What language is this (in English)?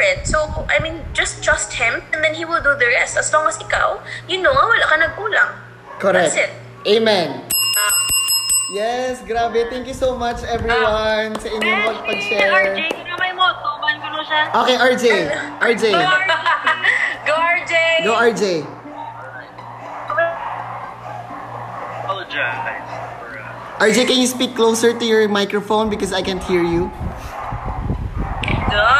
Filipino